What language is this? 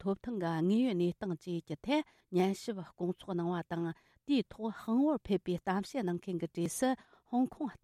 Tibetan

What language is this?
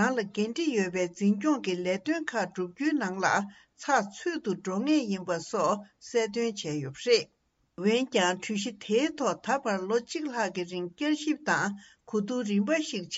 Tibetan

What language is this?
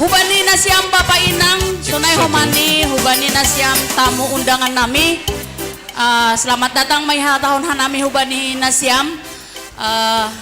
Batak Simalungun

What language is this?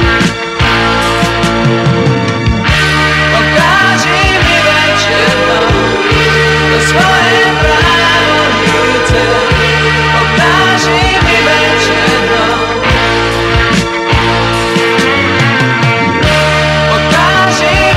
Serbian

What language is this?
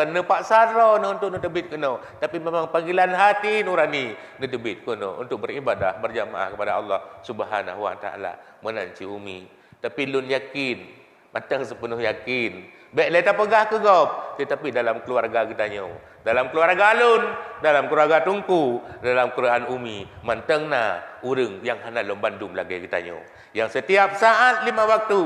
Achinese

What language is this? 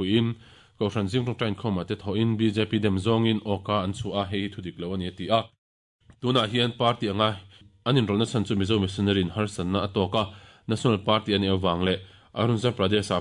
Mizo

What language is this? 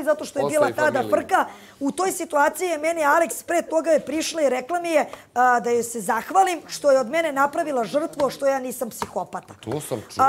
Serbian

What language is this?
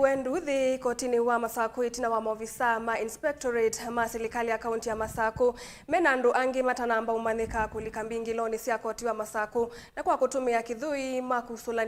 Kamba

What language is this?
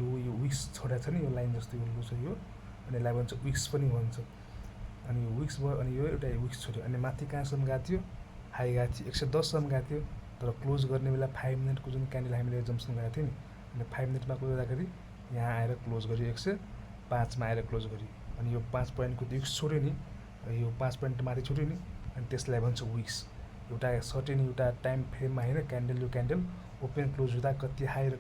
Nepali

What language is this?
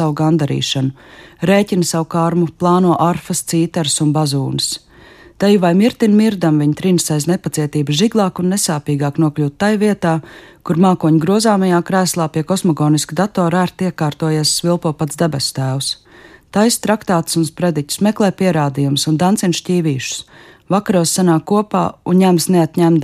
Latvian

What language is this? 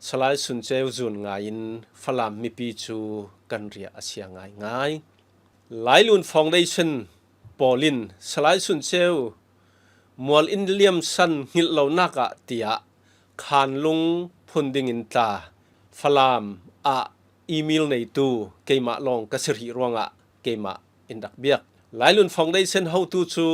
Falam Chin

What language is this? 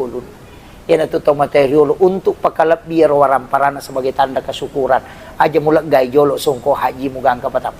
Buginese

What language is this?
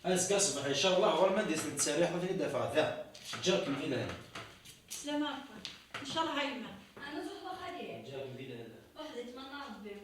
Kabyle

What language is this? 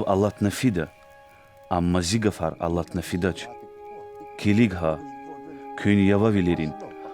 Lezghian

